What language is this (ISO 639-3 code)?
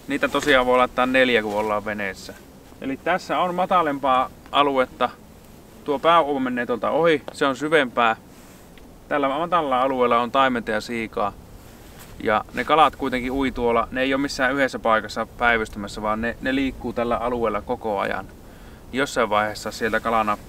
fin